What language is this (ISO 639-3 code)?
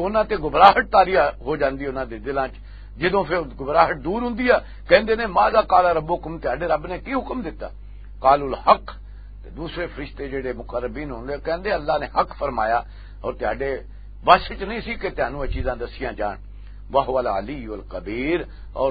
lah